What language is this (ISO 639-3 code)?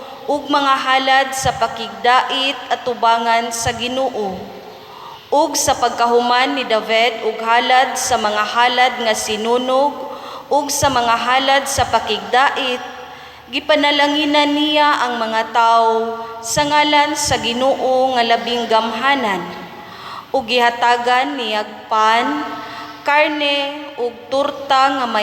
ceb